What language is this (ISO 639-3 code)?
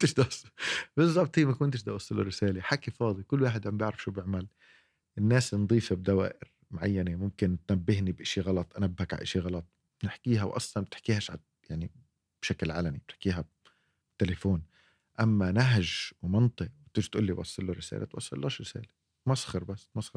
apc